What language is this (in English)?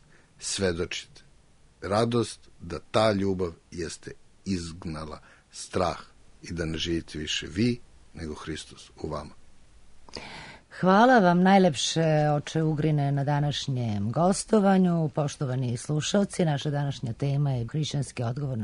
Serbian